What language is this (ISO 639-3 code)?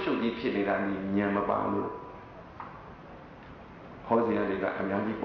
mya